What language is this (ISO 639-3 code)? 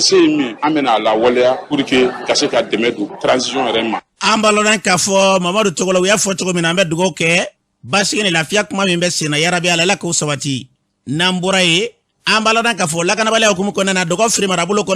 bam